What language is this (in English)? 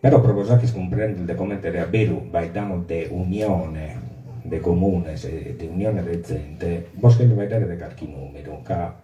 Sardinian